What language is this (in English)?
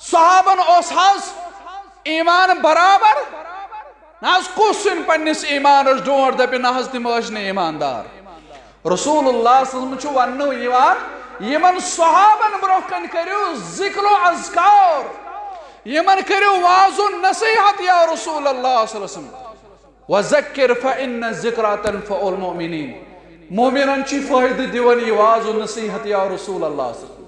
Kashmiri